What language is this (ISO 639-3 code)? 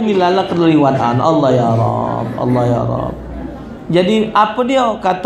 mui